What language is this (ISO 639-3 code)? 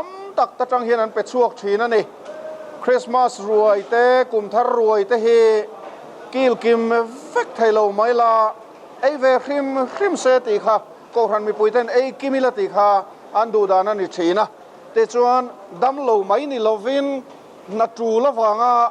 lus